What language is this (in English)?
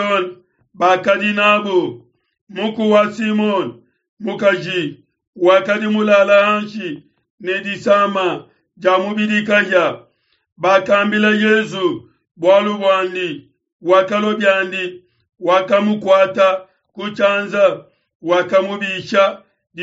Luba-Lulua